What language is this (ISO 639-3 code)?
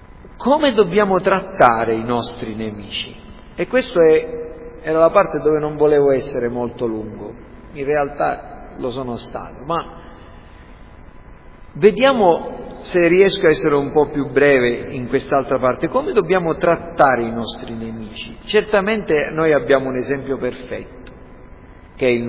ita